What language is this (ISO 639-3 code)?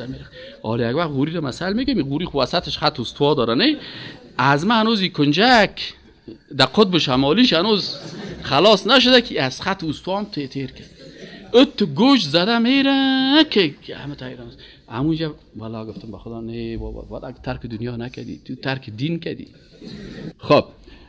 fas